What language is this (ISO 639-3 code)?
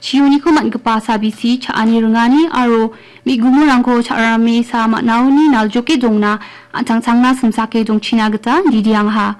grt